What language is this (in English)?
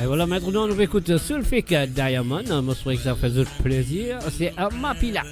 Morisyen